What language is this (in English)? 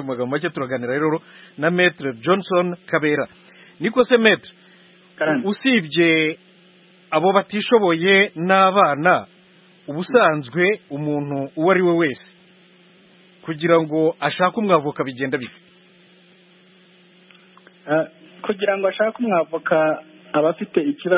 Kinyarwanda